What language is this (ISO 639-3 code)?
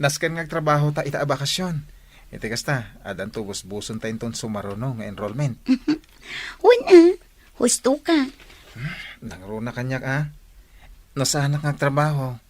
ilo